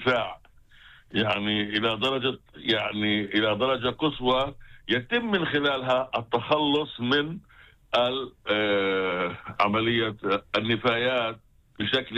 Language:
Arabic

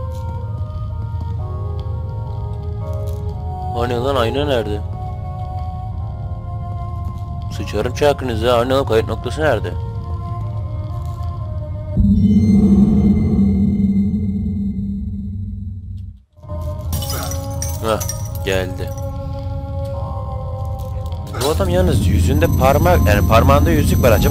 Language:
Turkish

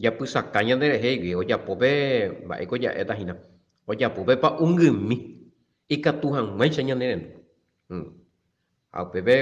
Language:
Guarani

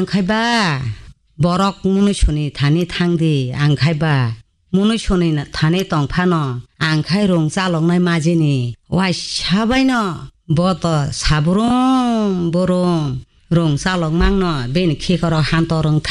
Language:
Kok Borok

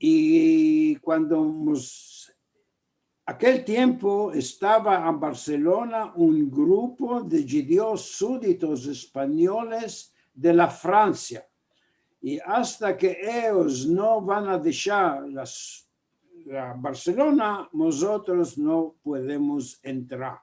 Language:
Ladino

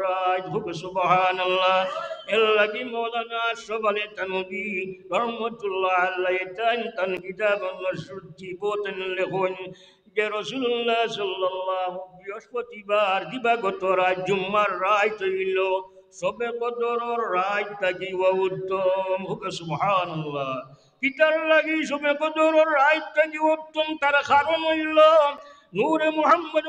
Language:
Sylheti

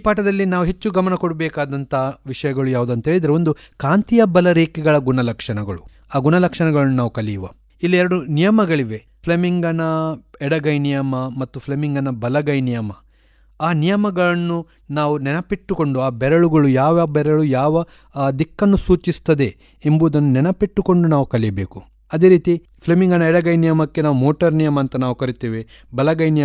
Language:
Kannada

